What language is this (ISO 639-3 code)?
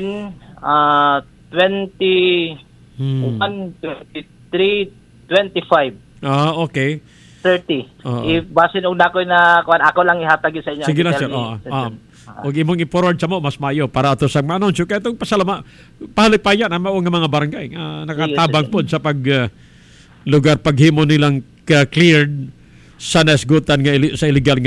ceb